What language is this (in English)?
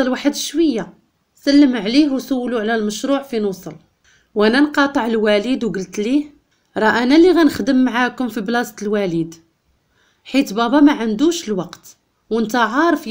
Moroccan Arabic